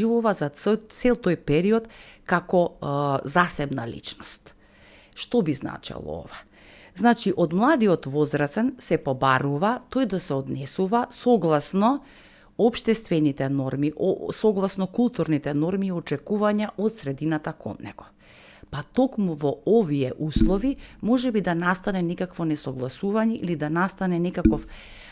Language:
Macedonian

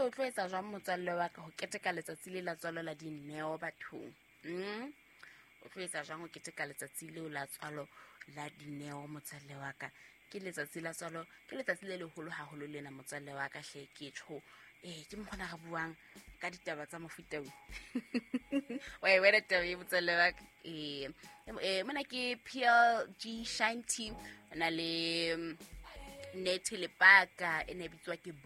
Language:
Southern Sotho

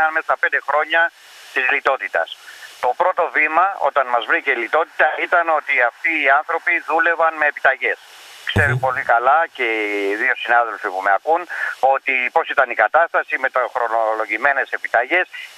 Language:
Greek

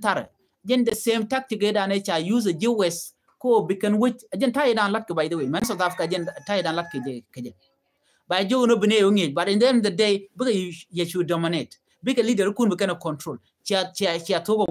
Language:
Nuer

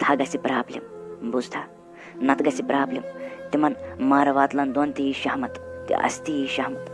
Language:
Kashmiri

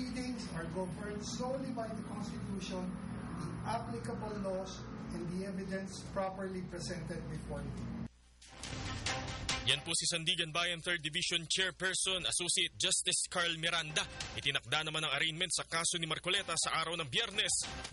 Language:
Cebuano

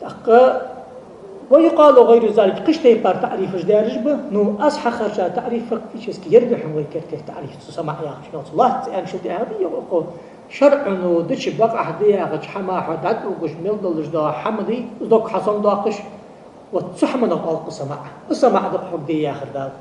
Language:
Ingush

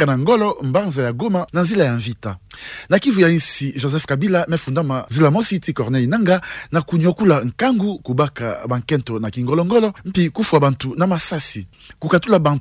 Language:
Kituba (Democratic Republic of Congo)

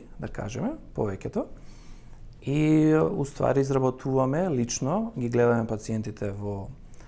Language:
Macedonian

